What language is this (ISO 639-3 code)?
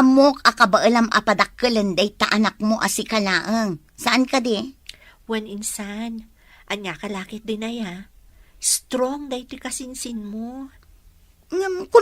ilo